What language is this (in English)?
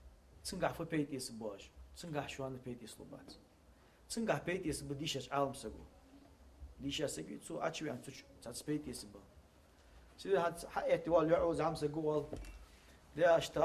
Ingush